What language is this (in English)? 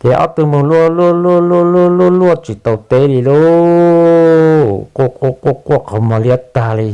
Hmong